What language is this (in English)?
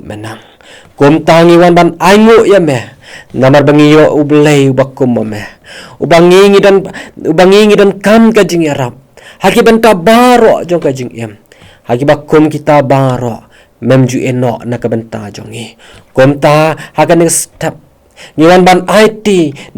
Khasi